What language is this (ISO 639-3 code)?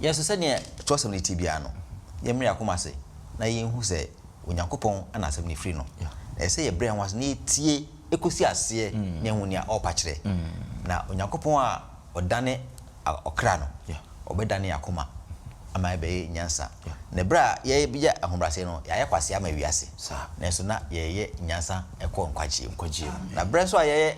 aka